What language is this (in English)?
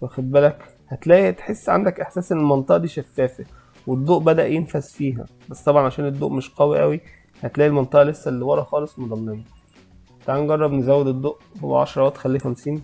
Egyptian Arabic